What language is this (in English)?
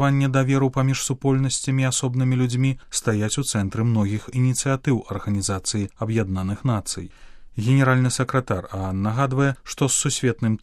Belarusian